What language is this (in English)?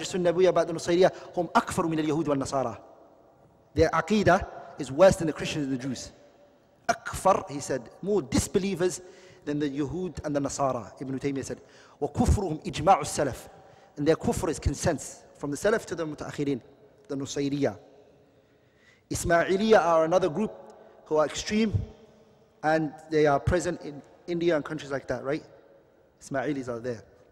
English